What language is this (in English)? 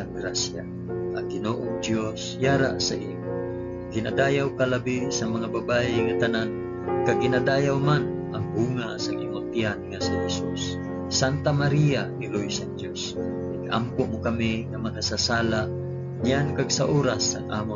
Hiligaynon